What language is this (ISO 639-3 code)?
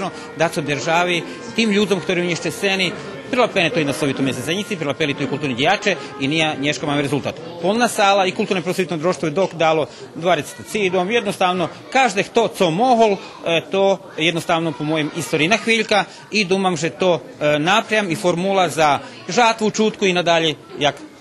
rue